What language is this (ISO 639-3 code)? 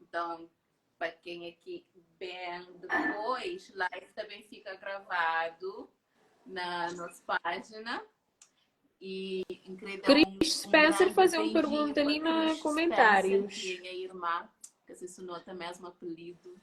kea